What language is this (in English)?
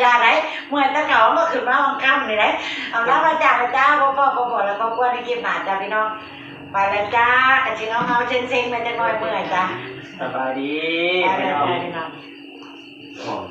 Northeastern Thai